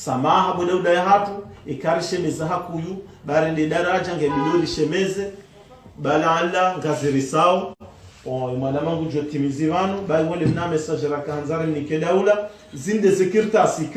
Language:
Ngazidja Comorian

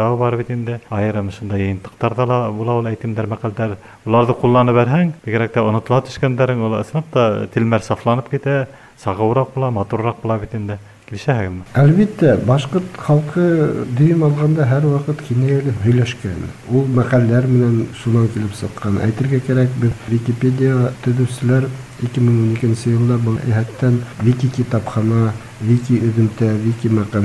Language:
Bashkir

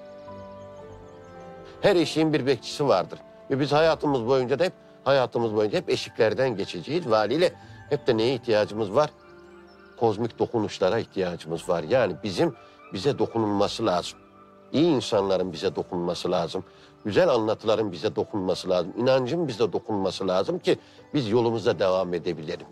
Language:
Turkish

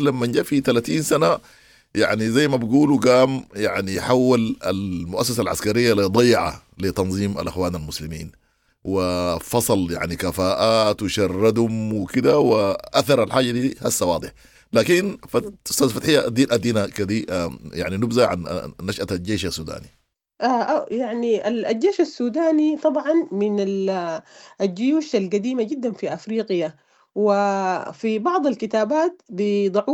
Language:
Sudanese Arabic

